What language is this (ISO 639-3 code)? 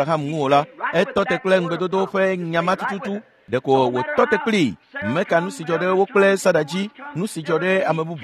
ewe